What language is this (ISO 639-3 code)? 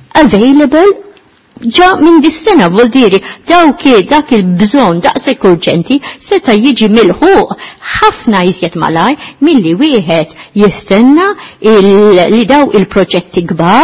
mlt